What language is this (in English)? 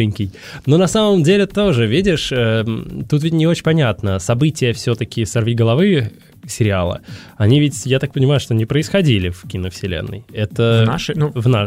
Russian